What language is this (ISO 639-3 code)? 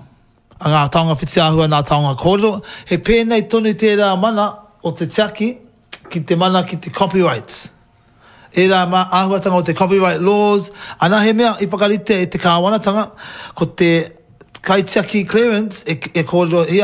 mri